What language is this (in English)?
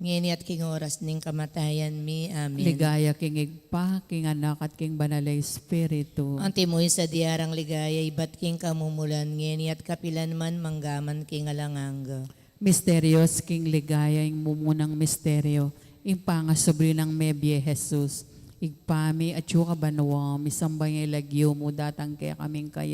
Pampanga